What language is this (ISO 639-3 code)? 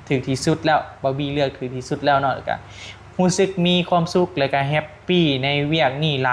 tts